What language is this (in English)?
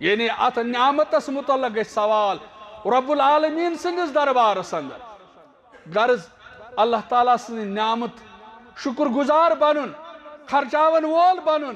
Kashmiri